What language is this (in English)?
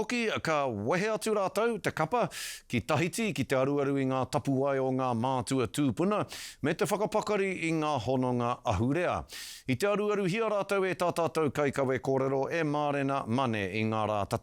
Māori